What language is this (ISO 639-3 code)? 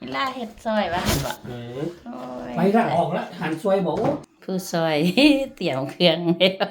lao